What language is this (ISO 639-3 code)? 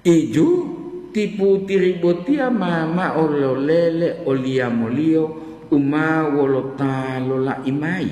gor